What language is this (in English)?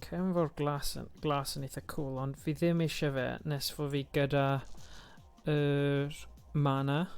Welsh